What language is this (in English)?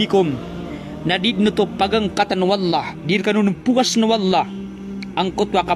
Maranao